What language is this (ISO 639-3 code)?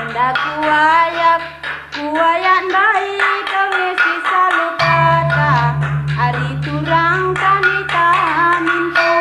btx